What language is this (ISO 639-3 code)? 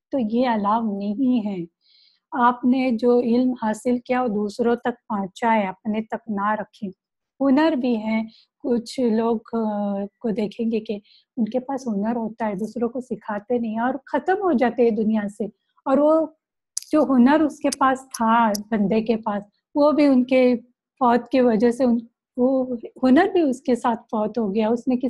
urd